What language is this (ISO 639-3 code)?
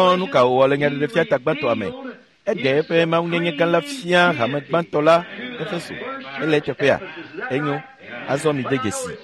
ewe